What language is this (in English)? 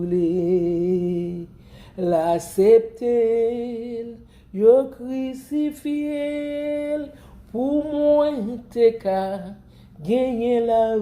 Haitian Creole